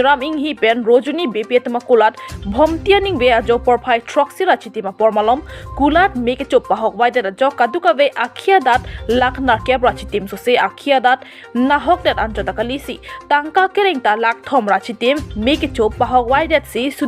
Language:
Karbi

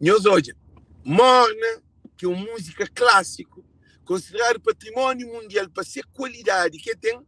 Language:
Kabuverdianu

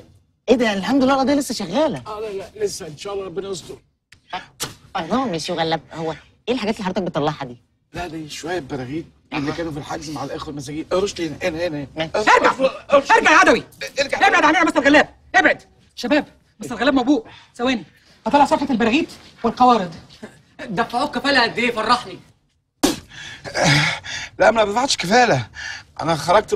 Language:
Egyptian Arabic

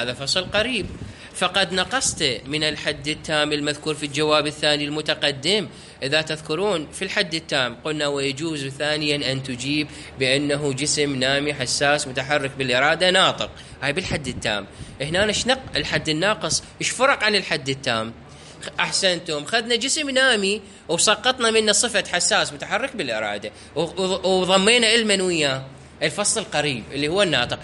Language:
Mesopotamian Arabic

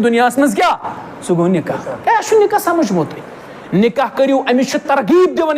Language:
Kashmiri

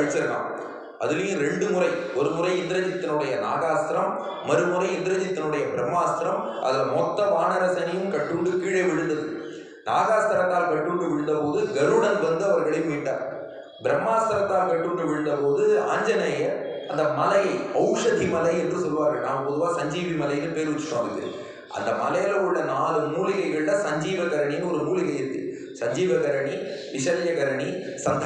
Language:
Tamil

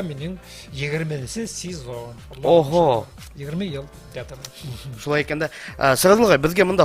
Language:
Bashkir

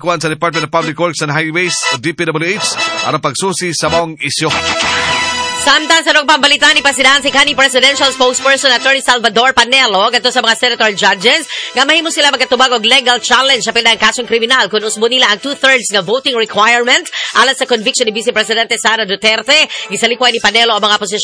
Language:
Cebuano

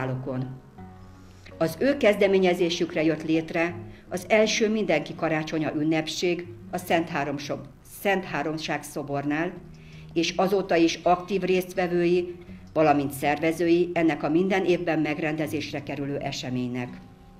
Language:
Hungarian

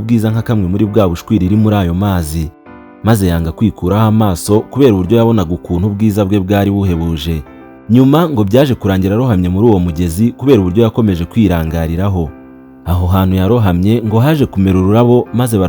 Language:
Kinyarwanda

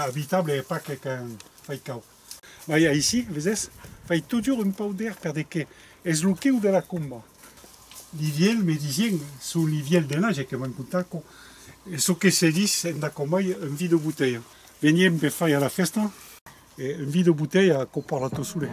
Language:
Occitan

